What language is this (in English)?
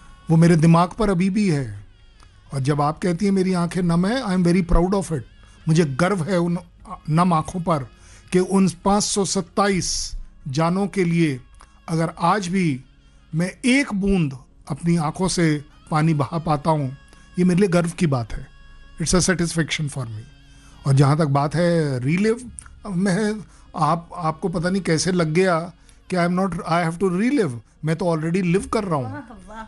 Hindi